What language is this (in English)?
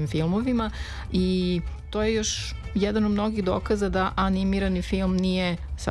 Serbian